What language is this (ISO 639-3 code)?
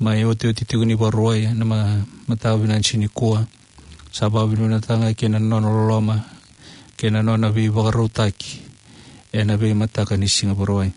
fij